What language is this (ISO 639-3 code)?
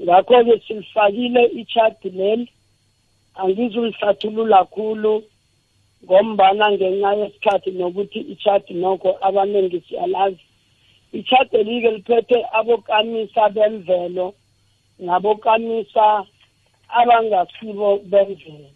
nbl